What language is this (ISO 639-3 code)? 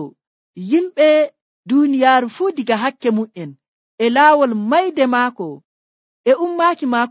fuv